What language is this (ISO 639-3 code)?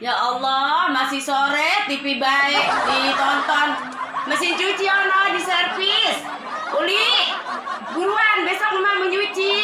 bew